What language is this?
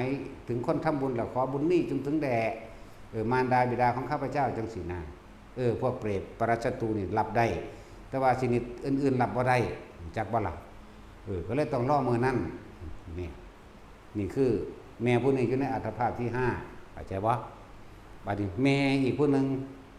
Northeastern Thai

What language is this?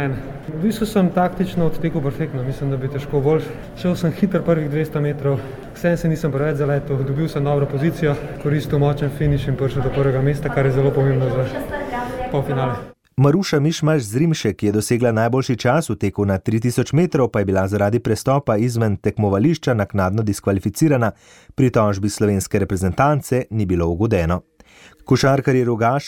Slovenian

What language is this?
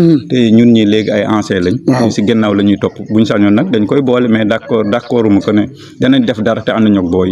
Wolof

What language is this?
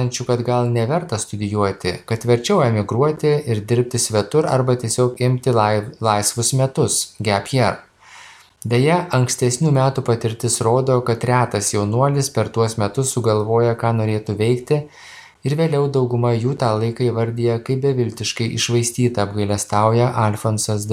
Lithuanian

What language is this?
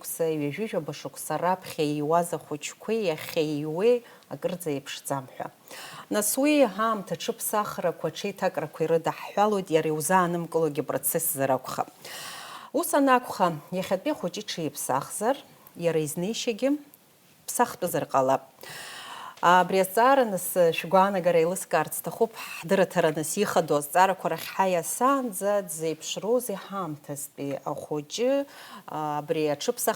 Abkhazian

